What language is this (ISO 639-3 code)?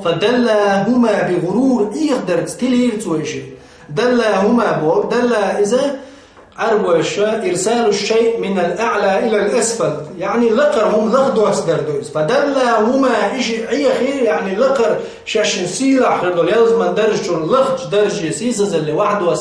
che